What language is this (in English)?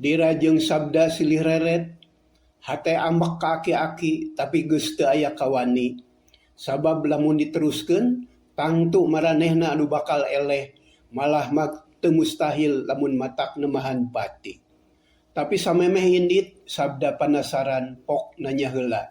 Sundanese